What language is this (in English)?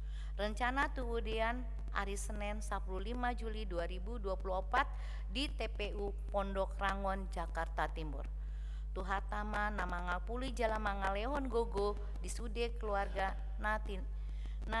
Batak Toba